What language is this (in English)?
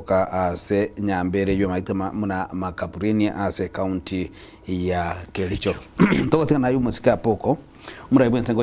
Gusii